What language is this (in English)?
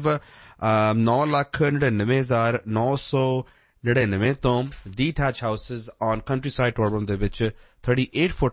Punjabi